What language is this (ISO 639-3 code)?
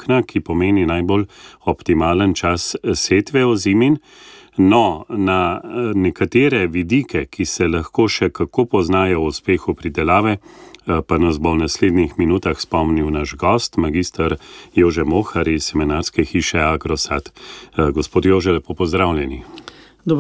slv